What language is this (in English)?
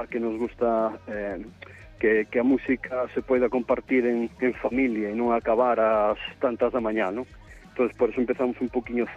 Galician